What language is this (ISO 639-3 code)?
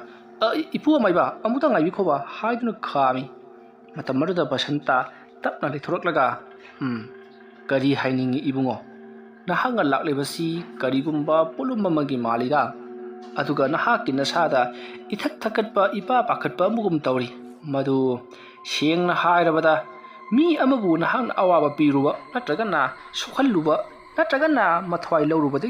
mni